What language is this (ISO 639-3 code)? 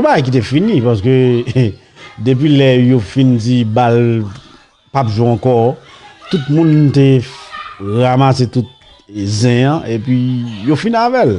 hat